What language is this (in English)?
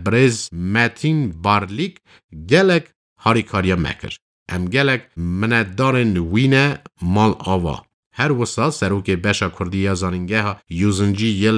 Kurdish